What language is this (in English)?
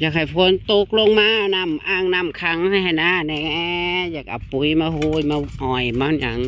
Northeastern Thai